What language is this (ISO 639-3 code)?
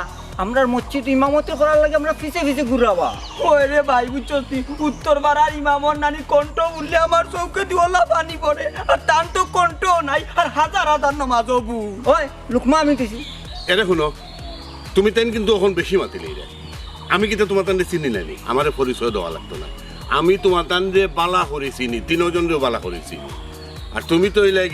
syl